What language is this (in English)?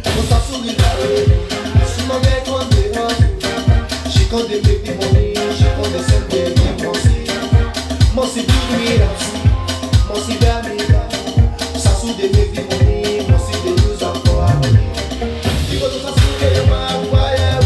Nigerian Pidgin